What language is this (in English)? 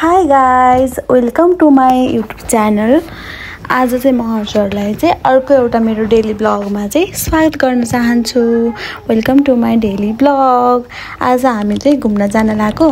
Nepali